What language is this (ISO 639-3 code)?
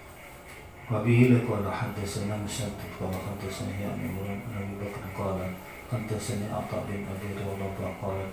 jav